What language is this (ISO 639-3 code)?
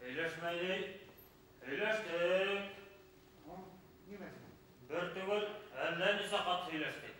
bak